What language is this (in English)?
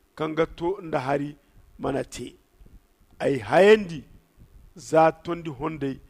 Zarma